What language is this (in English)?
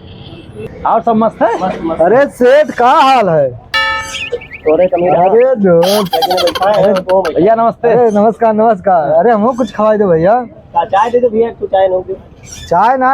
Awadhi